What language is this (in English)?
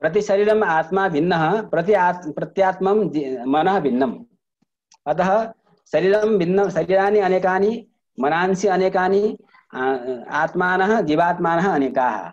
Sanskrit